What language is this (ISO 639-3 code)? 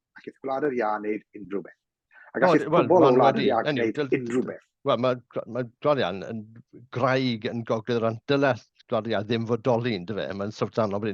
cym